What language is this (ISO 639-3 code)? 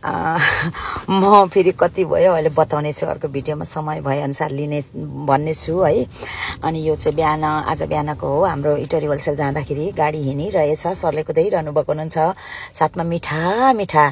nep